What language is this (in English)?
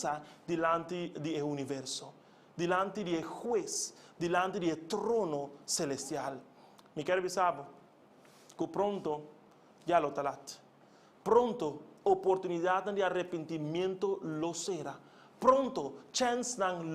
Papiamento